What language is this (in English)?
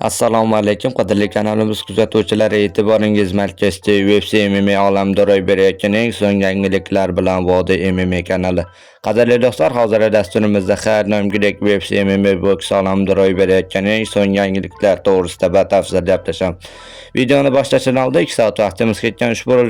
Uzbek